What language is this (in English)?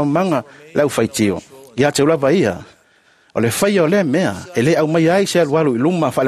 Samoan